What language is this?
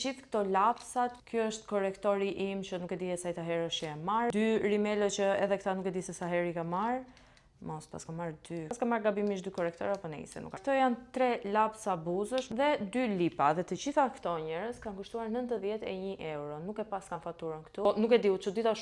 Albanian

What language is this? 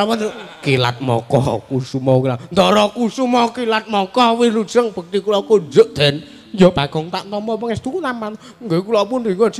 Javanese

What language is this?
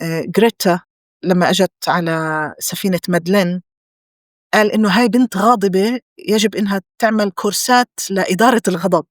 North Levantine Arabic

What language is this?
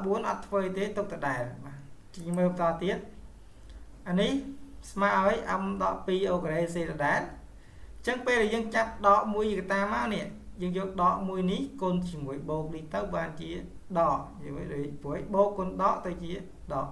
Khmer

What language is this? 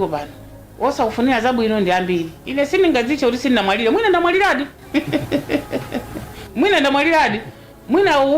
Nyanja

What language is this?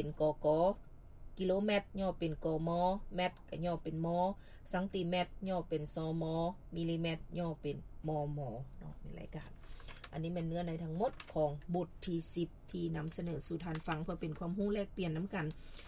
Lao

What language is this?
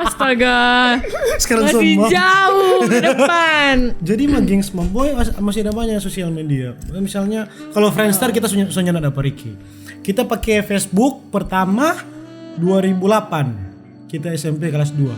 Manado Malay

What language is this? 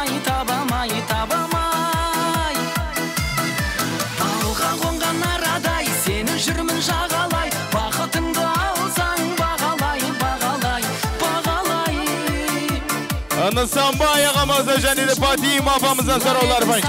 Kazakh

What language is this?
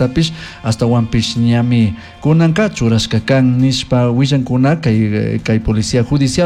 Chimborazo Highland Quichua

